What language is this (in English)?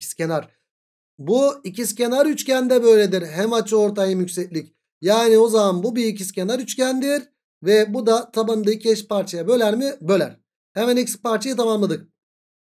Turkish